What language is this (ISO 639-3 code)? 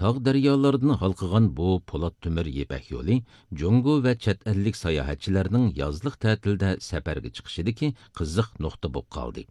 uig